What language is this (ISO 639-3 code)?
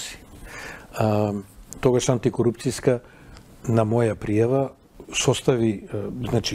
mkd